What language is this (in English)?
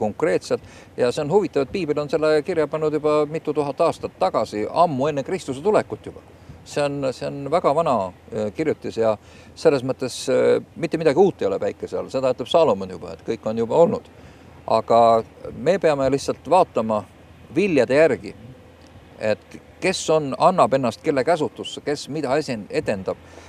Estonian